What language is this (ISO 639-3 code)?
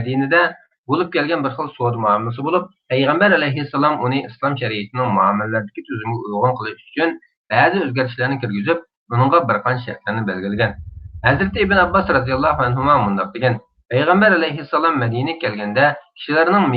uig